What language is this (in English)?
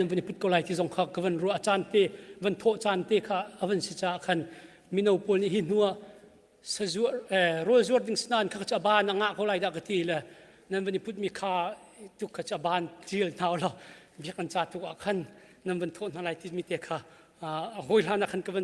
Hakha Chin